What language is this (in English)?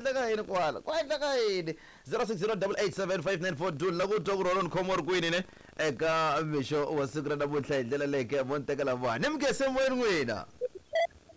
Tsonga